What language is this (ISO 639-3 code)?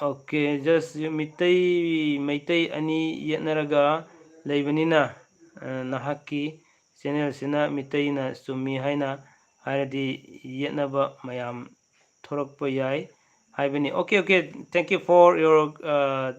mni